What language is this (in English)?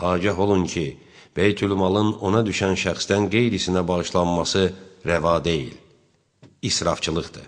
Azerbaijani